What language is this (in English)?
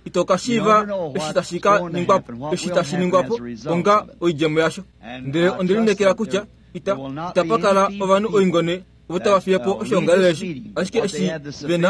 Kuanyama